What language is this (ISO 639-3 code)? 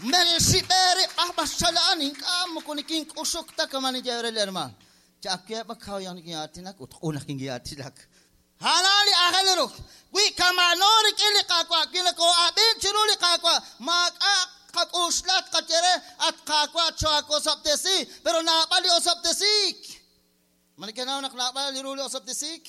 kek